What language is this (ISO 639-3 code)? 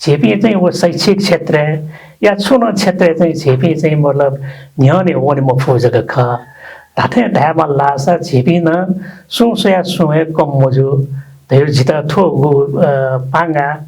new